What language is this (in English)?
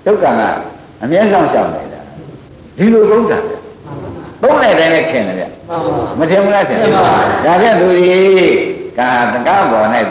Burmese